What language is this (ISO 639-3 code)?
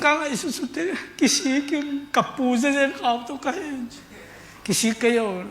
ctd